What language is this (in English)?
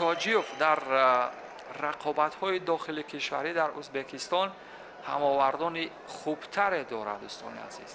Tajik